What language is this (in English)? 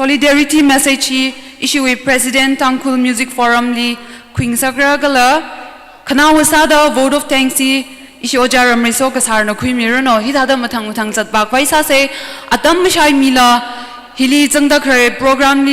Tangkhul Naga (India)